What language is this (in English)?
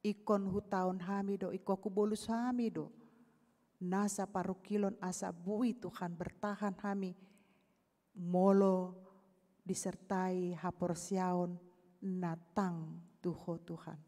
Batak Toba